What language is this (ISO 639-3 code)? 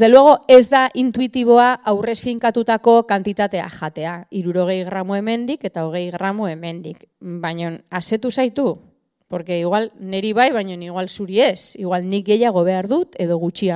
eus